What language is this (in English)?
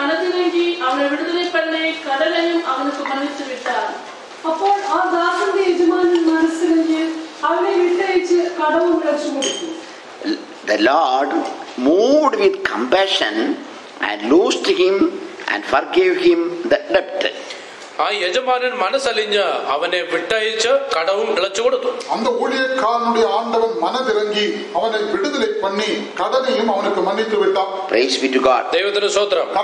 Malayalam